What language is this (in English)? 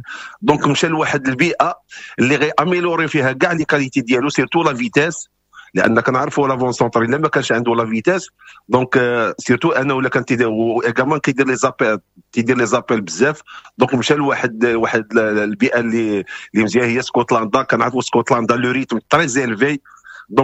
Moroccan Arabic